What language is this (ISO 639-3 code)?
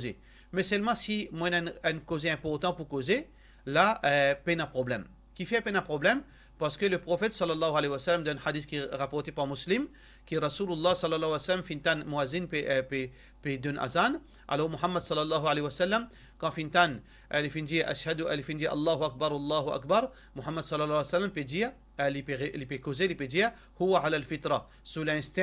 mfe